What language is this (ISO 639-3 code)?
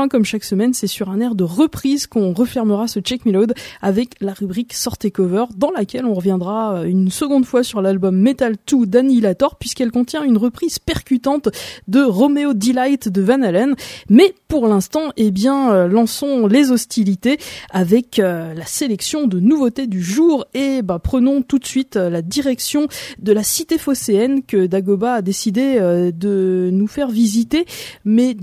fra